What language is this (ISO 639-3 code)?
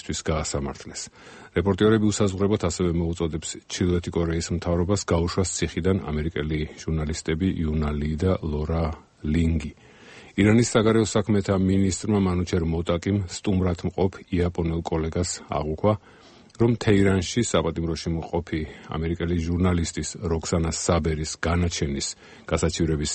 kat